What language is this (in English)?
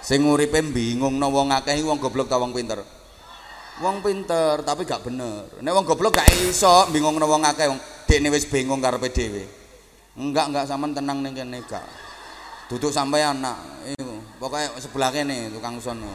Javanese